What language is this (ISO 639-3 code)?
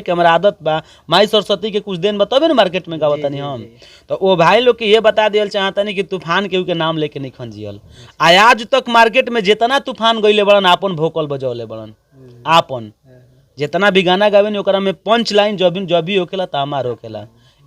bho